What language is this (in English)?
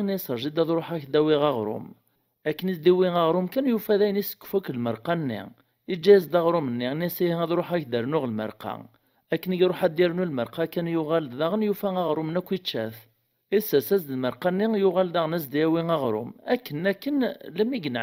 Kabyle